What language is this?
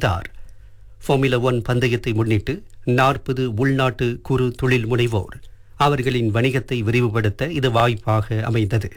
Tamil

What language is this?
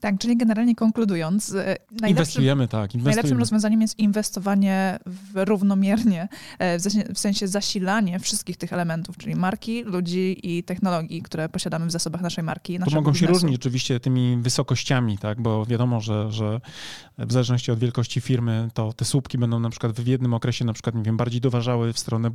Polish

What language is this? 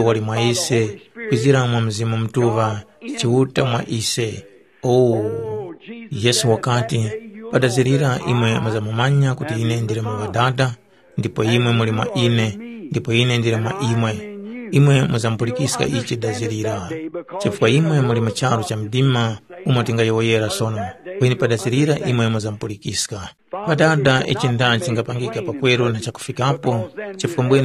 Tumbuka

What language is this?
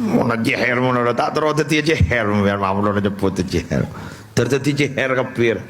Madurese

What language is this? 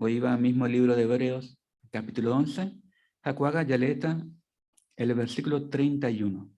Guarani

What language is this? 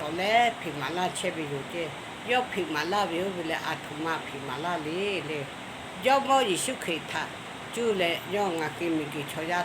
Lahu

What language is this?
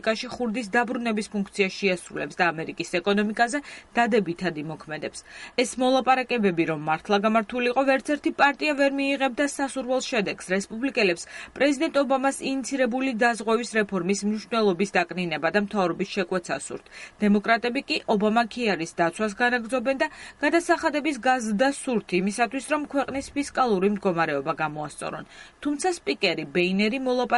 Georgian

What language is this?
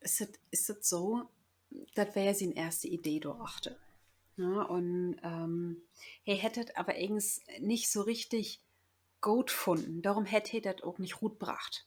Low German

